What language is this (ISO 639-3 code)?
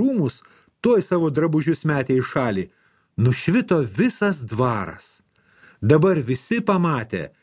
lit